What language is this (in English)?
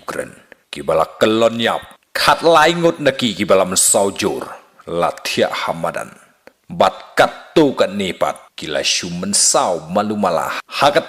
Khasi